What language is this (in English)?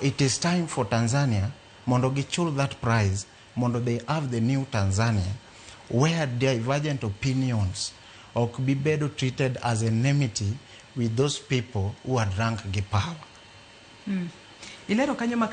Luo (Kenya and Tanzania)